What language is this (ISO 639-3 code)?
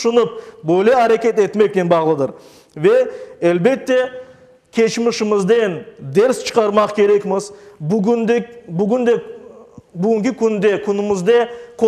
crh